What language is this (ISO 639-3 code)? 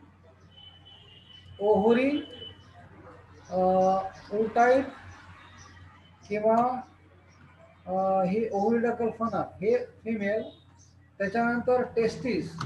mar